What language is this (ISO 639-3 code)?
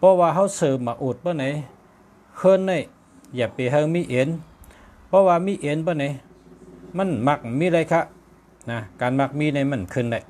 shn